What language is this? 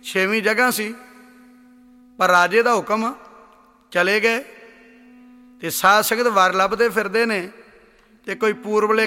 Punjabi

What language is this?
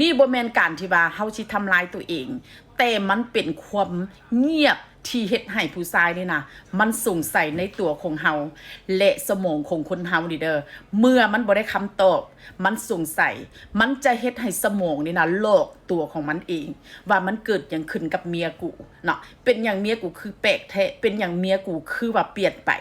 Northeastern Thai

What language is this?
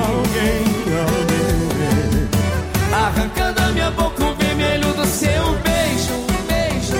Portuguese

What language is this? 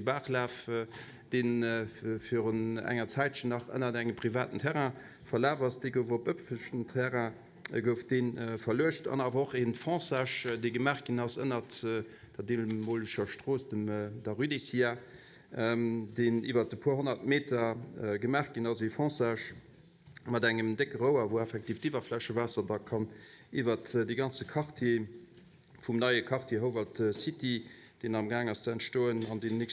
Luxembourgish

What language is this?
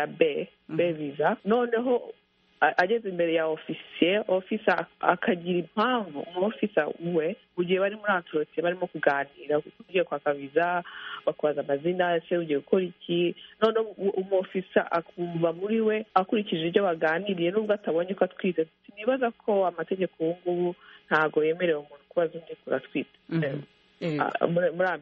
Kinyarwanda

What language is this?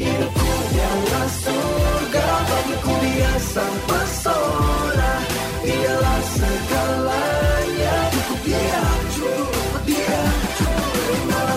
Indonesian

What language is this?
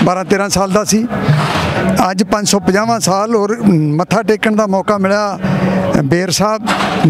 Punjabi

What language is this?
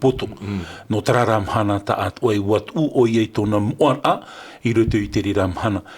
Tahitian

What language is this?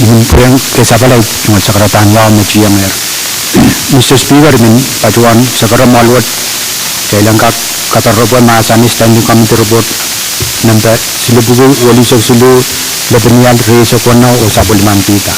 Pohnpeian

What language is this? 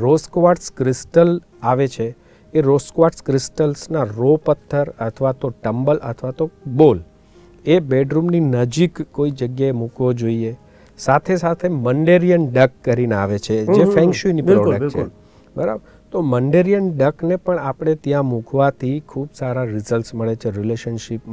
Gujarati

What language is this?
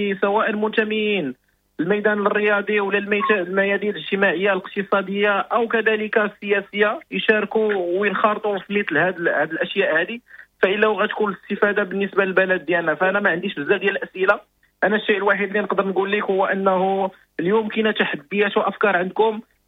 Moroccan Arabic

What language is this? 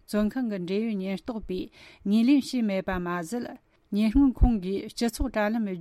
Tibetan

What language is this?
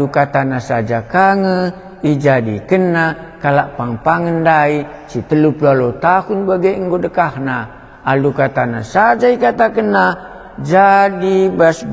Batak Karo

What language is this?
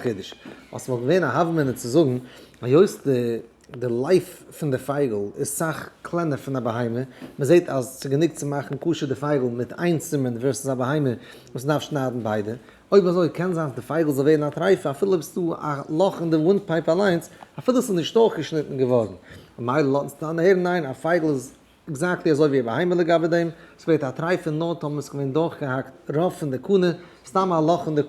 Yiddish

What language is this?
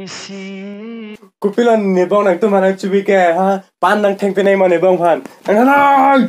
Karbi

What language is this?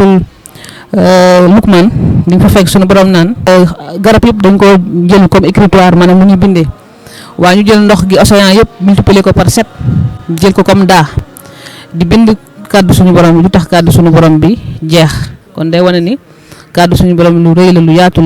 Wolof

